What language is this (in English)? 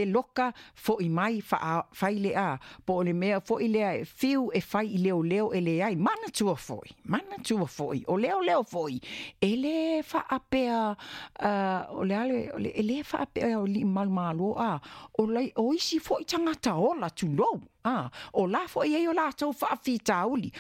Samoan